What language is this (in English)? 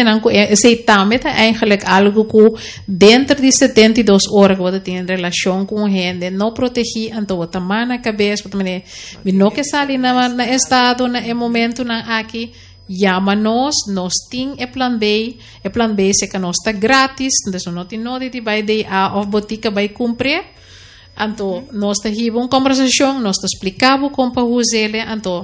Papiamento